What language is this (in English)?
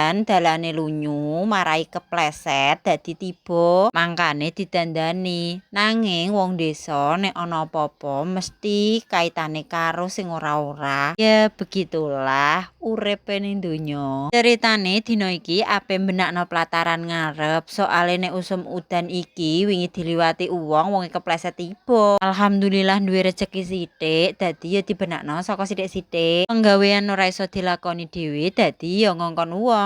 Javanese